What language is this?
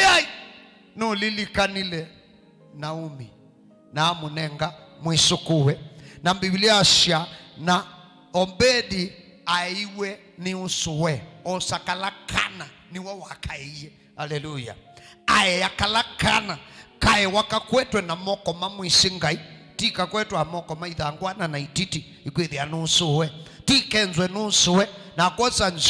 Kamba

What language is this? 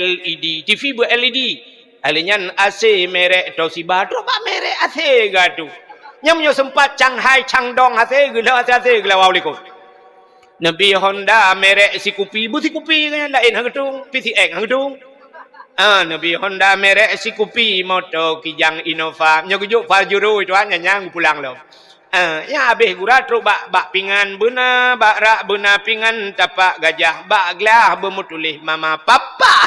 Achinese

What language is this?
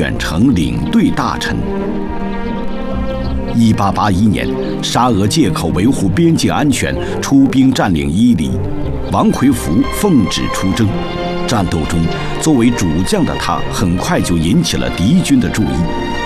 Chinese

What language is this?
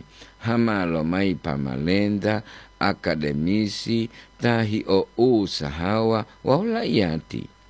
Gorontalo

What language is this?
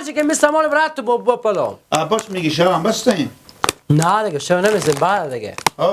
Persian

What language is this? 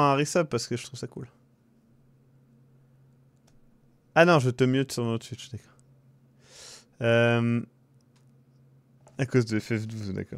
French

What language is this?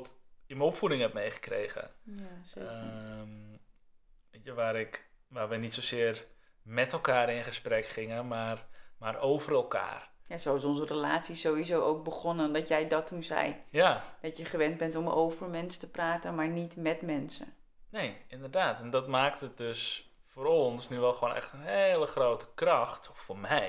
Dutch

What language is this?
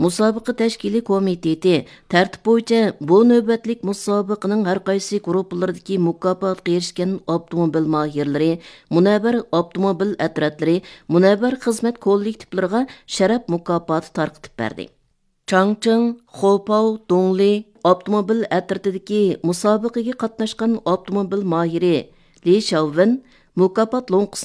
Uyghur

